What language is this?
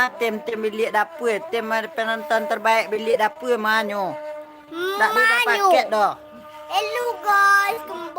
Minangkabau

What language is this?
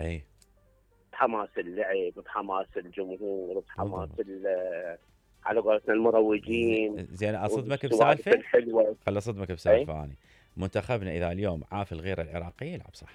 Mesopotamian Arabic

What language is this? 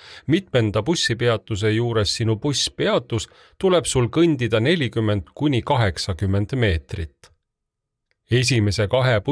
Estonian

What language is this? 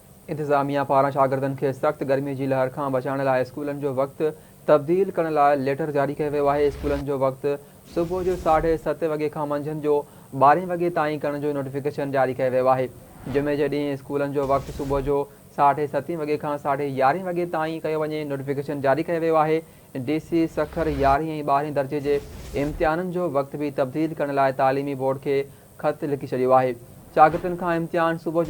Sindhi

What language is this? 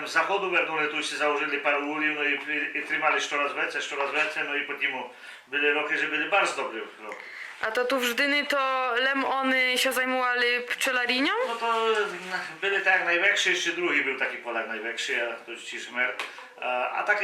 Rusyn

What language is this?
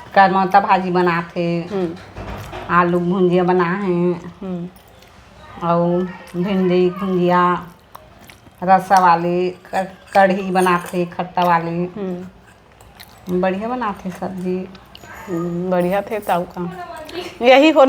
Chhattisgarhi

